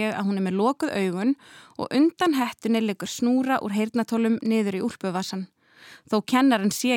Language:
Icelandic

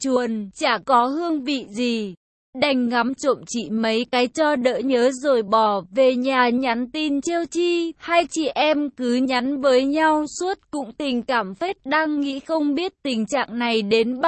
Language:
Vietnamese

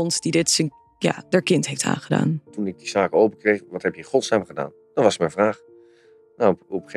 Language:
Dutch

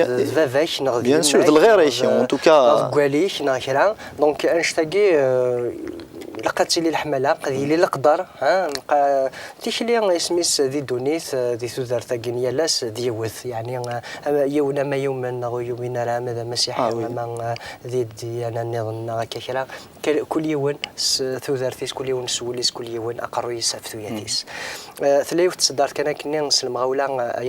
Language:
Kabyle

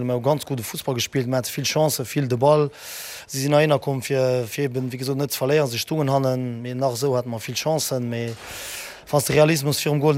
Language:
Luxembourgish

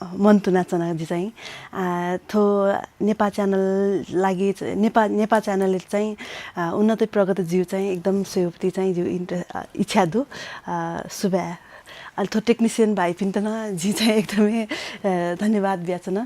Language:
Newari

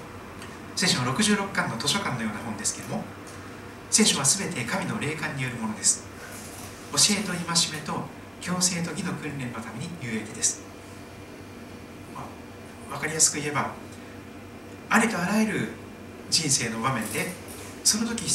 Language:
Japanese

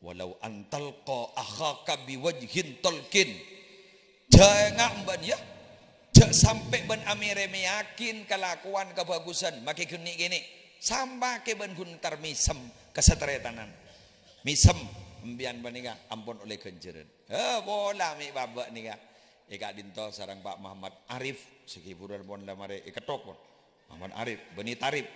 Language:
Madurese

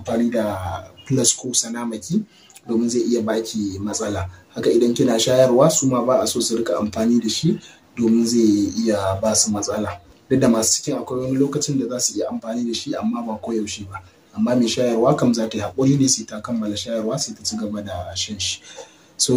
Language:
Hausa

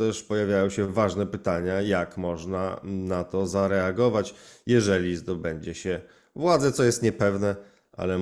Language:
Polish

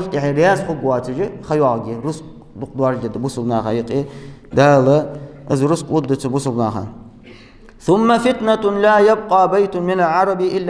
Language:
Ingush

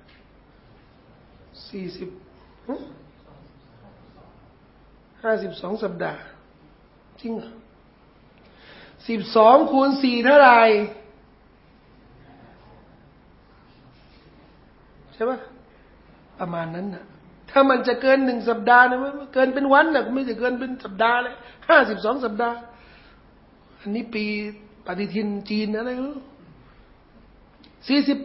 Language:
Thai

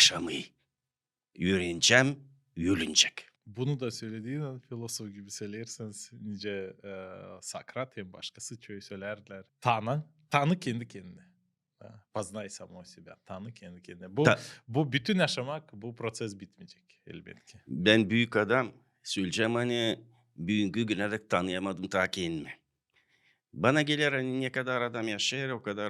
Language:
Gagauz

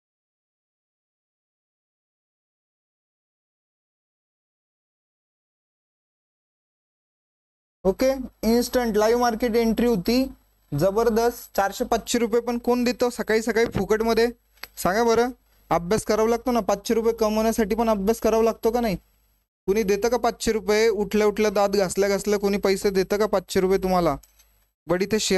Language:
Marathi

